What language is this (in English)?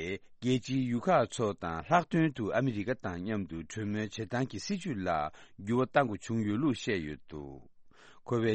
Tibetan